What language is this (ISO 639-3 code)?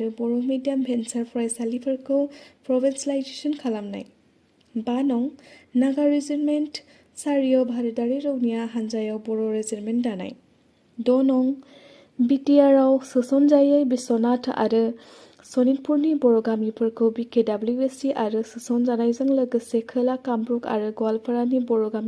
brx